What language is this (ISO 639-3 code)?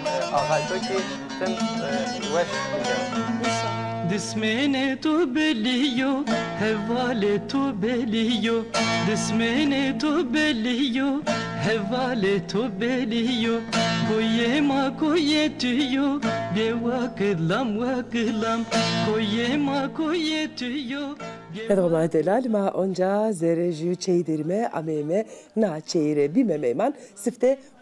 zza